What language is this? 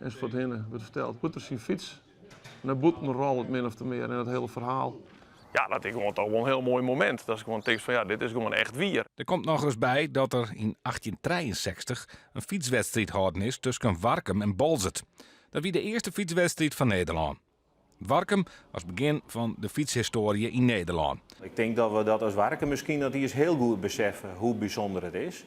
Western Frisian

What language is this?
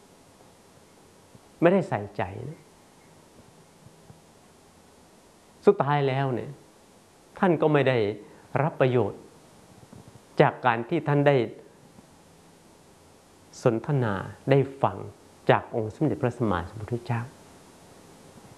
Thai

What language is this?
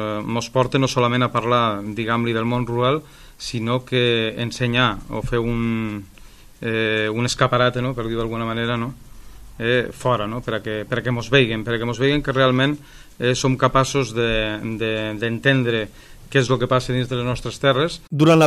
Catalan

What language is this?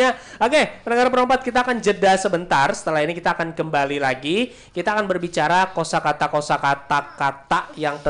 Banjar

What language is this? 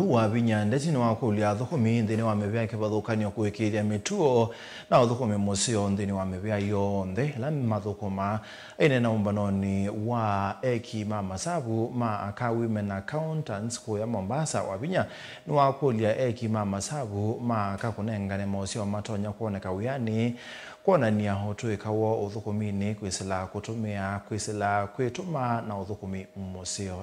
Kamba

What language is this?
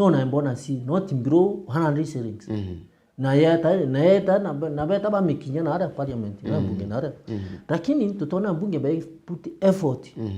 Meru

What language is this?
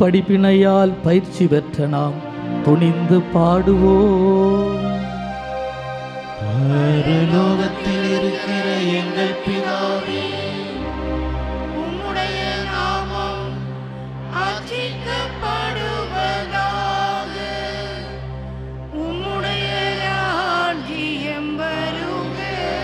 Tamil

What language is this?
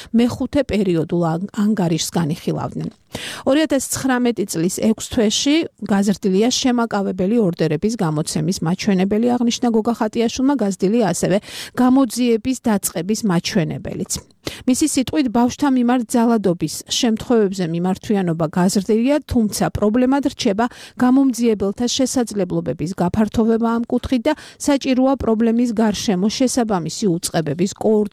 Georgian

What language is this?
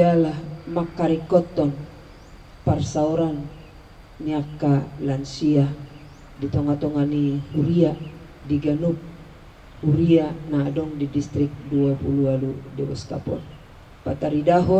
Batak Toba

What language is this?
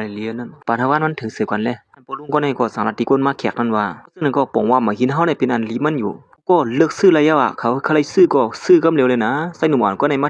Shan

